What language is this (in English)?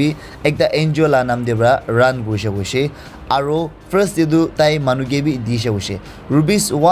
Naga Pidgin